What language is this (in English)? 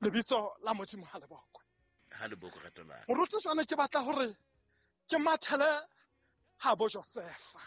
Southern Sotho